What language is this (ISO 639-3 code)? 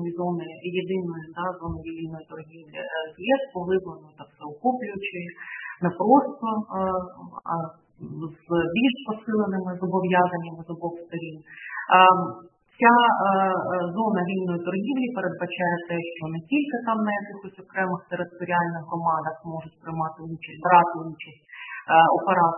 ukr